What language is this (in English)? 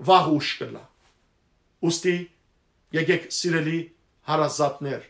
Western Armenian